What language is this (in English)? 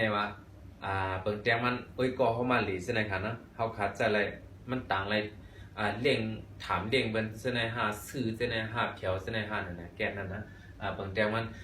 Shan